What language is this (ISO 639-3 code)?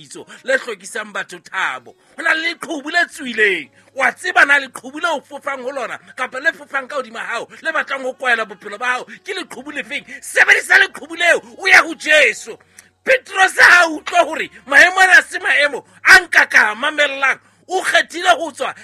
sot